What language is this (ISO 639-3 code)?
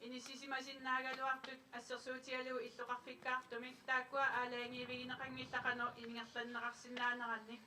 kal